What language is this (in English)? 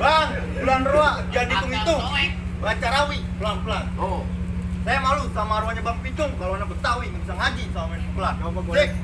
Betawi